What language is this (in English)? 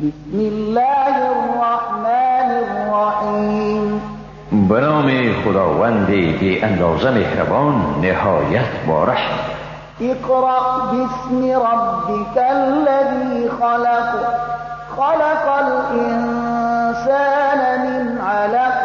Persian